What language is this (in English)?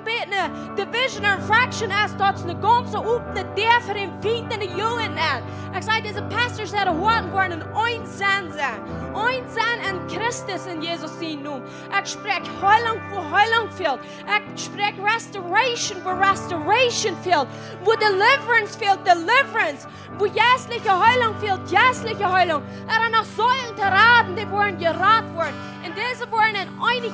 Plautdietsch